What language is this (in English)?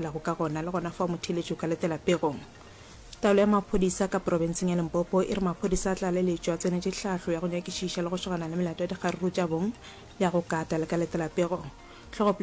Northern Sotho